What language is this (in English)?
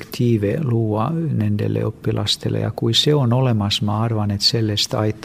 Estonian